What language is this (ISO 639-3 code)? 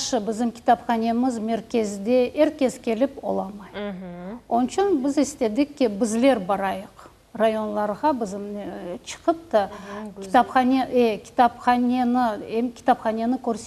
crh